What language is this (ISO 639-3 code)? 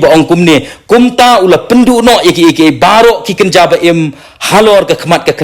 kha